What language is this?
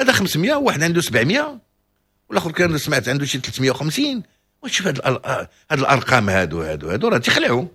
Moroccan Arabic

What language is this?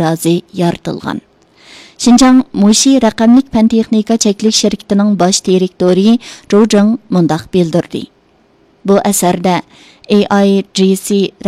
Uyghur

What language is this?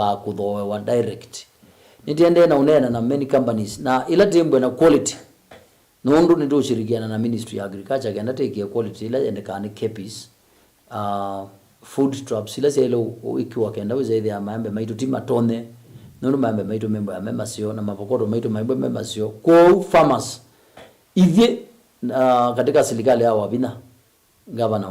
Kamba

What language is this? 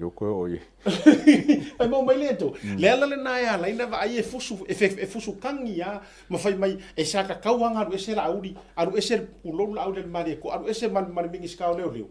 Samoan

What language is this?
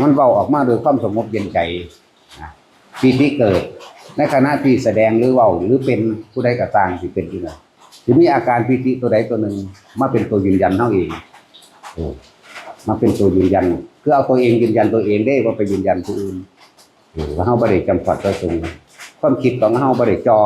Northeastern Thai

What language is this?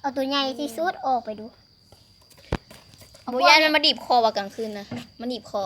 Lao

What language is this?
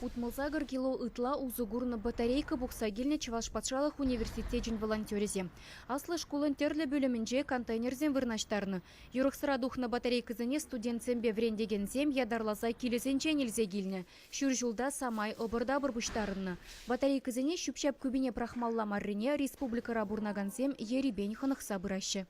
Chuvash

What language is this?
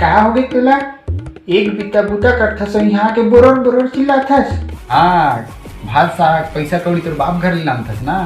Chhattisgarhi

